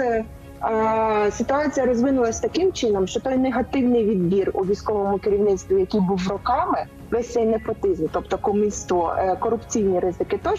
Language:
Ukrainian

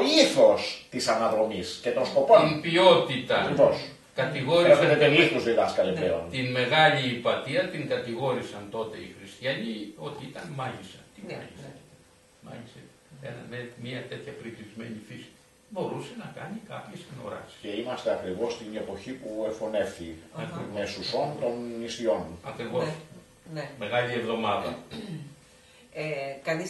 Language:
Greek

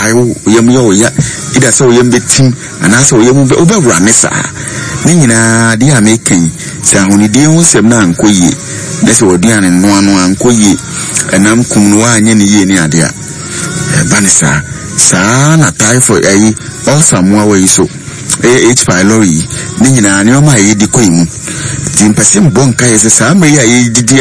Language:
Akan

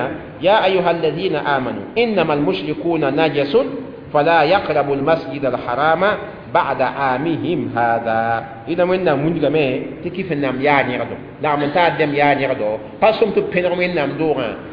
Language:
Mossi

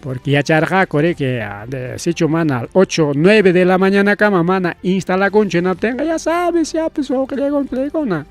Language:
Ayacucho Quechua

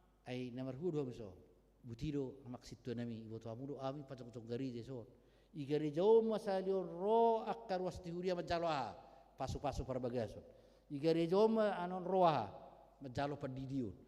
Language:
Batak Toba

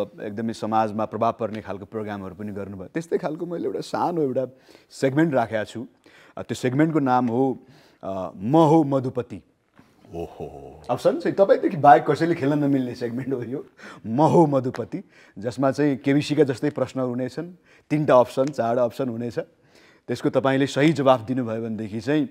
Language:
Nepali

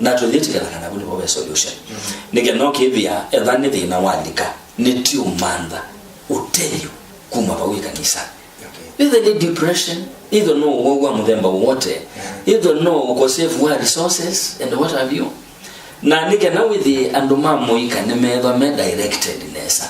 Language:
Kamba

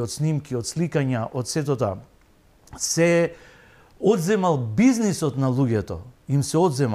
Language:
Macedonian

